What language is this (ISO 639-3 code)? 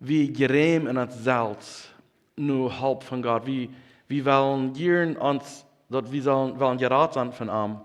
pdt